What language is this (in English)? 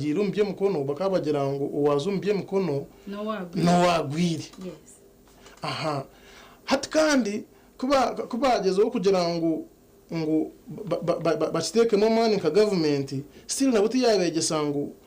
Nyankole